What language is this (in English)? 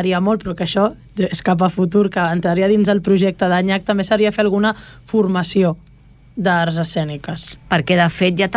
Catalan